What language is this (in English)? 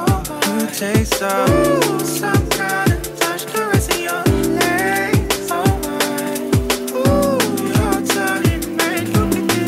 English